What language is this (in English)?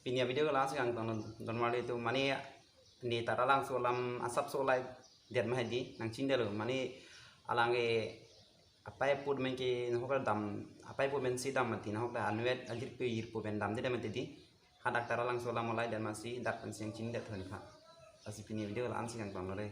Karbi